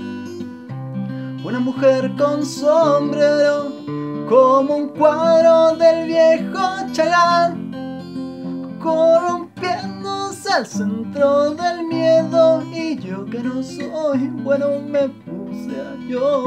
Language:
Spanish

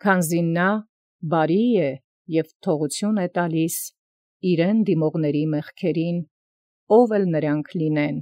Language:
Armenian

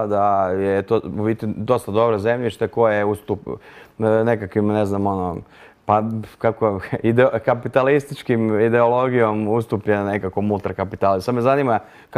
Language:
Croatian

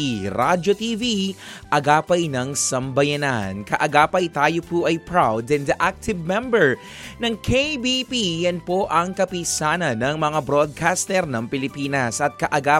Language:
Filipino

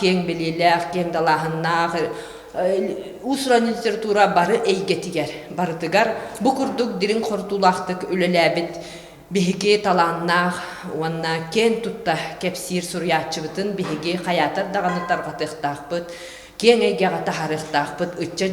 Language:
Yakut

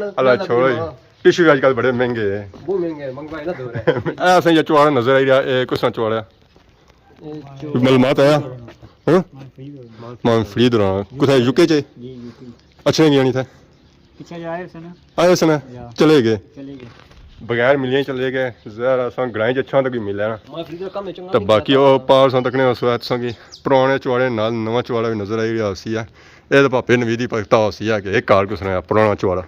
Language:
Pahari-Potwari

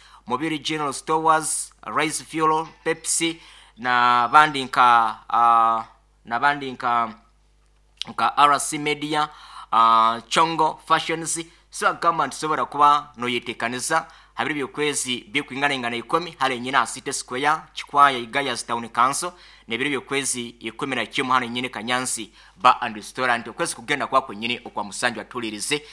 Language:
Nyoro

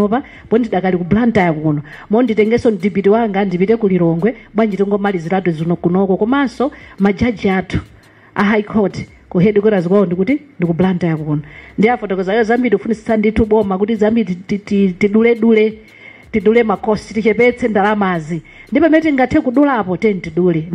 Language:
Nyanja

